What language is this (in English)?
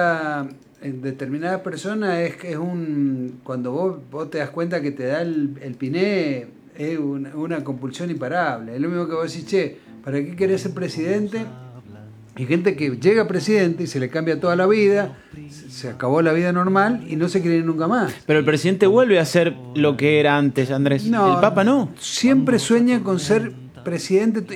Spanish